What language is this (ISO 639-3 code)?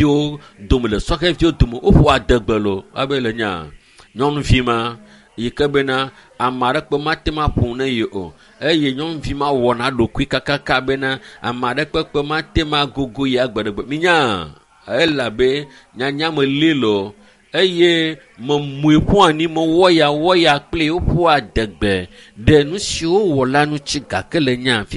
ewe